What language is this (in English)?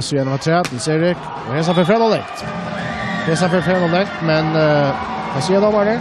Faroese